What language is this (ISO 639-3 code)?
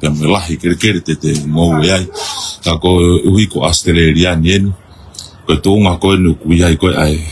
ton